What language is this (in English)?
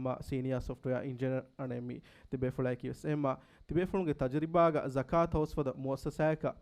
Divehi